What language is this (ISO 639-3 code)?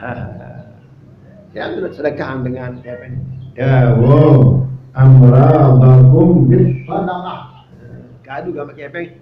sas